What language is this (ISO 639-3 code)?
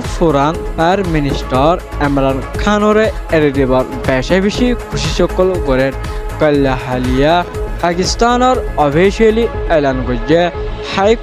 rhg